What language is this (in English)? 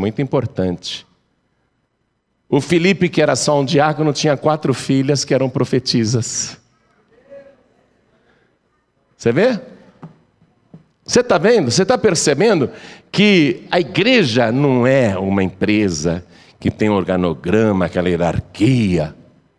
Portuguese